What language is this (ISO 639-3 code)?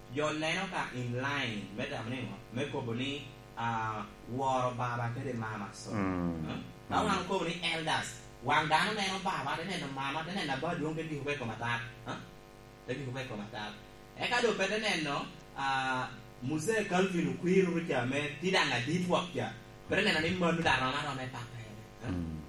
laj